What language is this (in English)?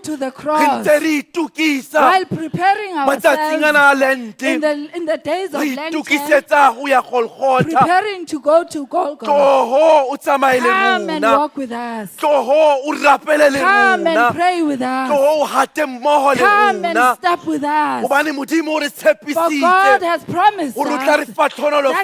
Southern Sotho